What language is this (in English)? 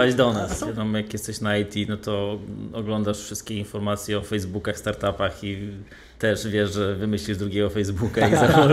Polish